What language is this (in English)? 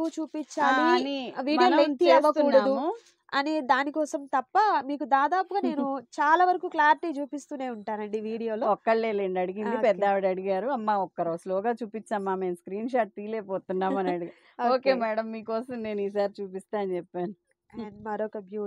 Telugu